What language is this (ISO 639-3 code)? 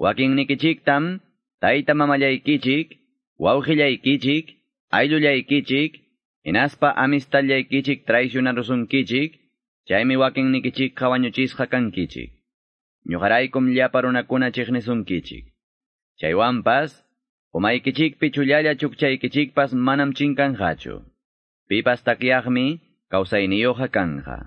que